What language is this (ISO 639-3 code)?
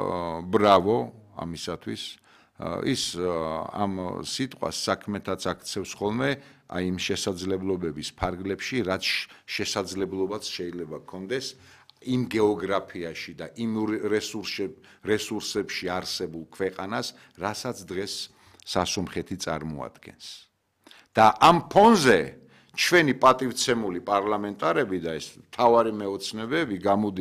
kat